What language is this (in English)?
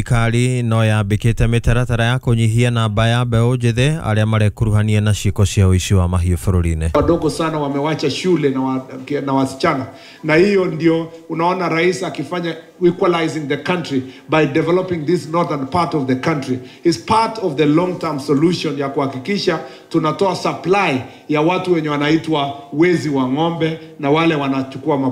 Kikuyu